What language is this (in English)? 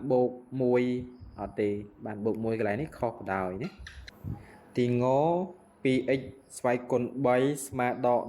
Khmer